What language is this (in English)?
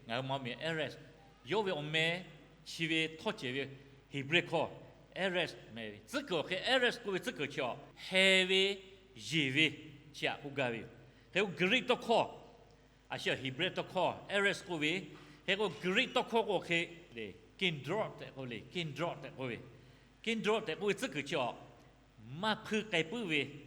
Lahu